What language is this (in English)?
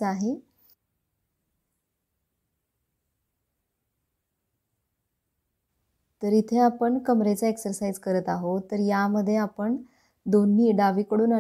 Marathi